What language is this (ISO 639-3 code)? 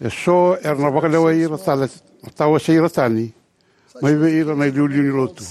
fij